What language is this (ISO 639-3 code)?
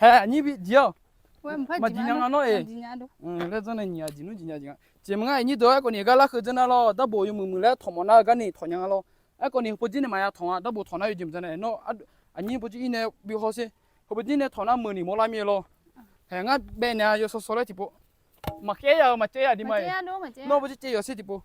ahk